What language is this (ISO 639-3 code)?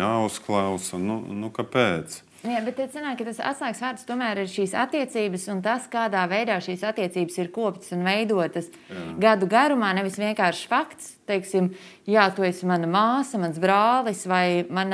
lav